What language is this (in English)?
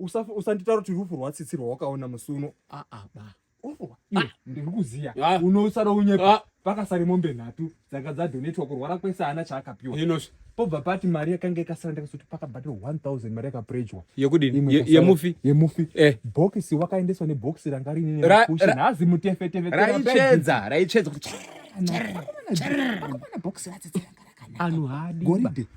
Shona